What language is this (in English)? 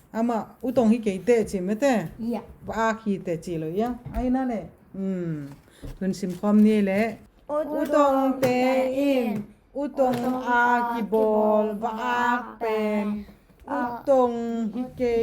Tedim Chin